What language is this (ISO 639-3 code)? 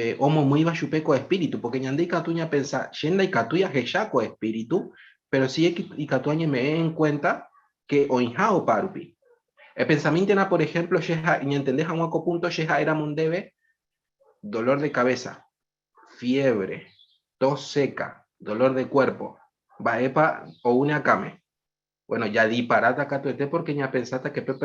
grn